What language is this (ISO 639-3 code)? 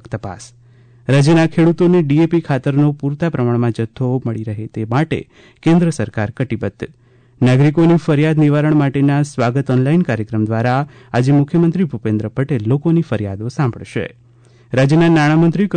guj